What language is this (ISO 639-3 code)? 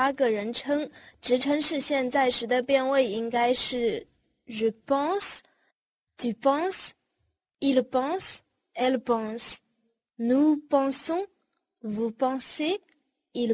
zho